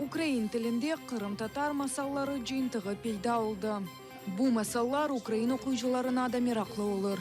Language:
Crimean Tatar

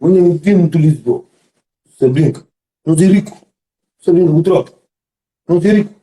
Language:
Kabuverdianu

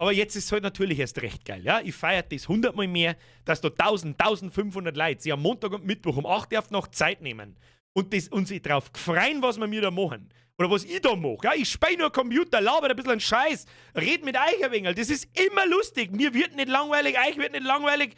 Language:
Bavarian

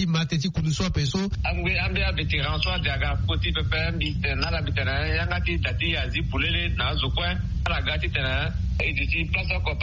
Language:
Sango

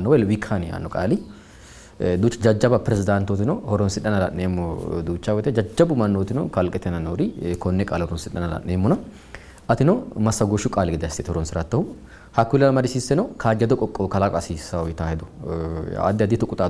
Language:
Sidamo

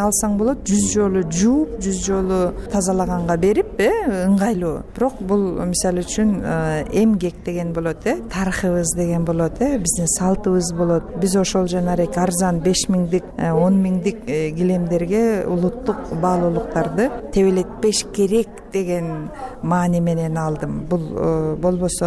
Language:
Kyrgyz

